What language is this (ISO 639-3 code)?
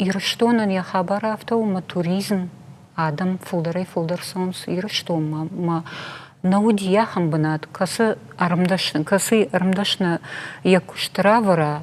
oss